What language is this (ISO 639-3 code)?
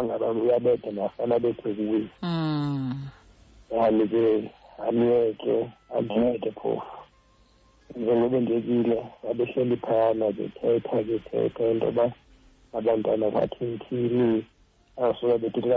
xho